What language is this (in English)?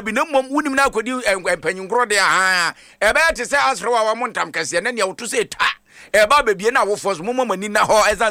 Akan